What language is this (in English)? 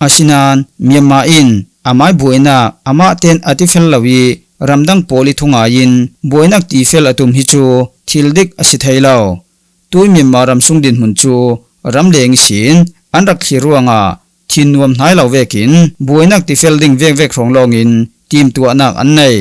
Falam Chin